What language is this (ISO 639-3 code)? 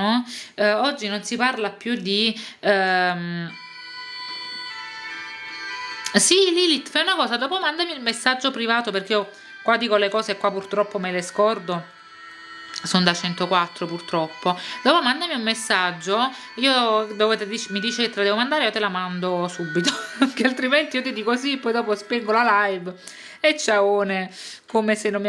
ita